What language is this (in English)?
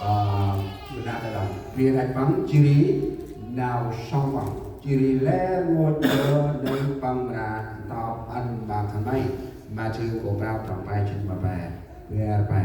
Central Mnong